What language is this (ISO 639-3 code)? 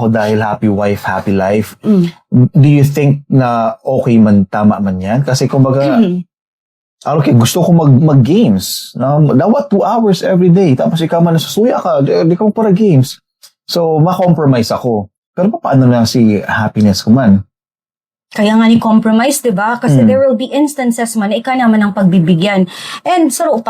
bik